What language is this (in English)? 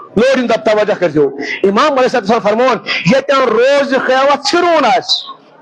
Kashmiri